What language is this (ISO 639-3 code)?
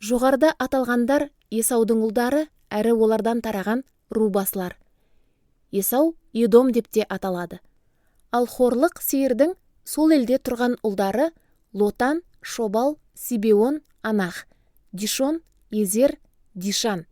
kaz